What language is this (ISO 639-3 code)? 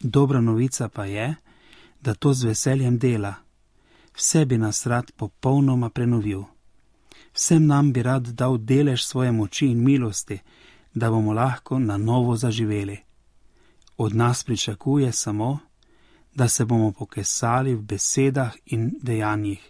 slv